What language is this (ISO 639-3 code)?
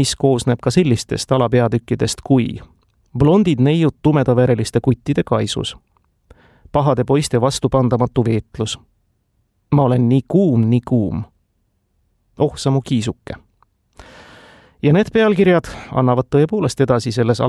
est